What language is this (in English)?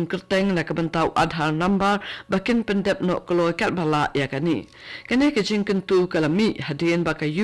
Khasi